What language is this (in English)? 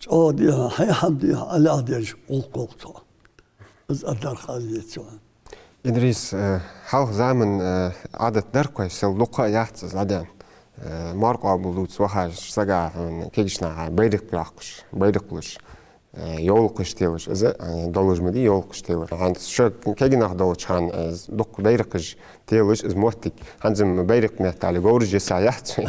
Ingush